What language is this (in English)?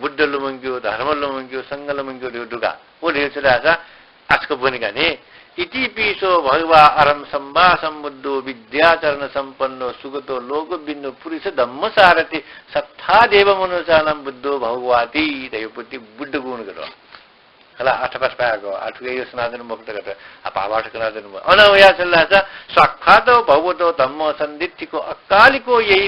Newari